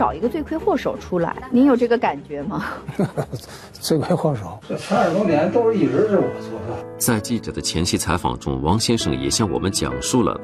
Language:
Chinese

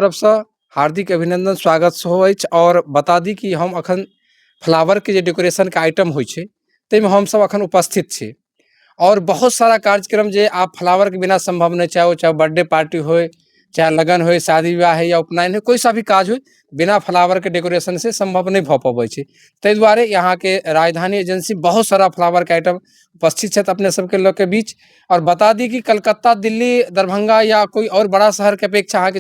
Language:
Maithili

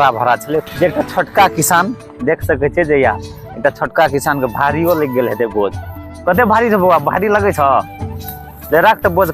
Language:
Maithili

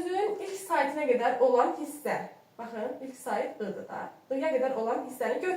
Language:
Azerbaijani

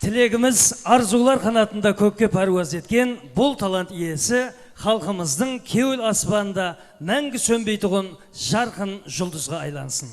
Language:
Kara-Kalpak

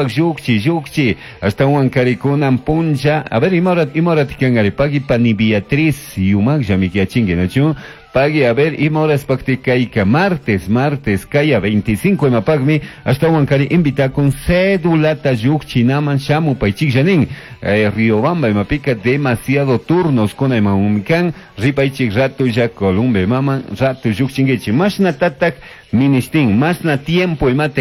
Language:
Chimborazo Highland Quichua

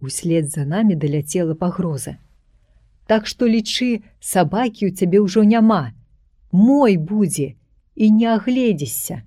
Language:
Belarusian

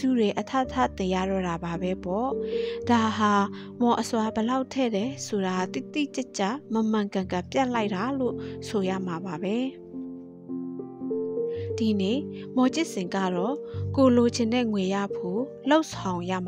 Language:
Burmese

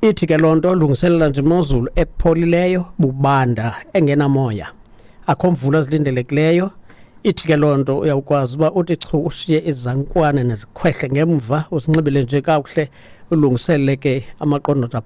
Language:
Xhosa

